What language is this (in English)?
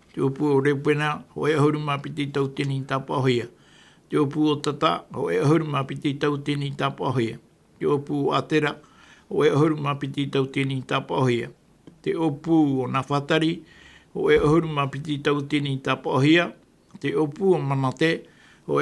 Tahitian